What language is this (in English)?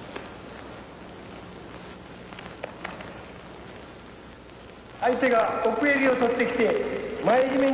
Japanese